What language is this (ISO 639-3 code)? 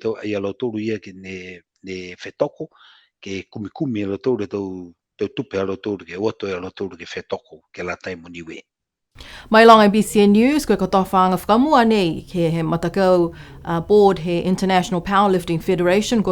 niu